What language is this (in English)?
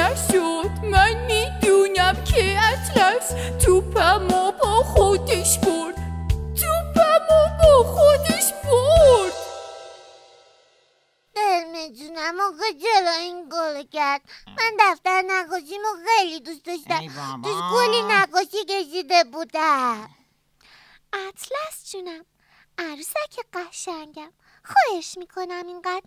Persian